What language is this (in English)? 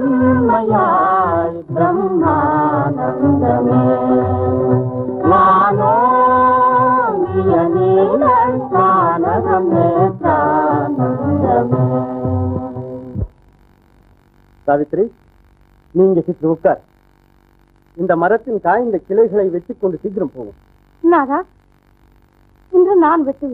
Tamil